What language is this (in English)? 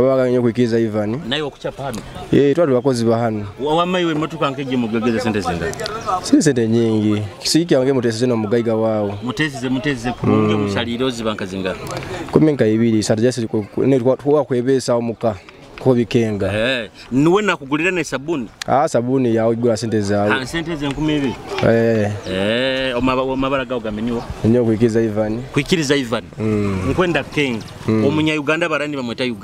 Nyoro